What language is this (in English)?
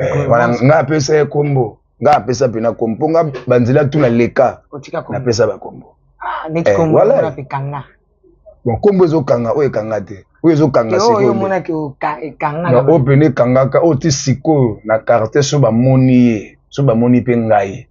Lingala